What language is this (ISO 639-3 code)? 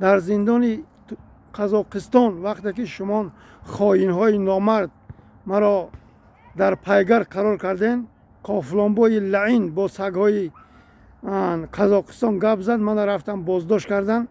tgk